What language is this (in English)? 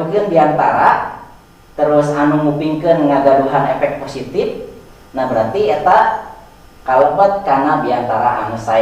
Sundanese